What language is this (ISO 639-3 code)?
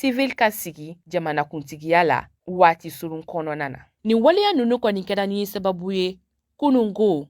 bam